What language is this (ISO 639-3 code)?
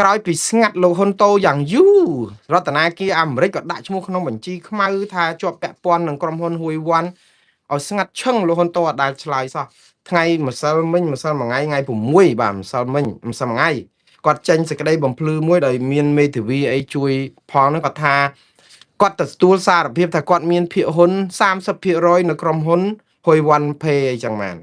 khm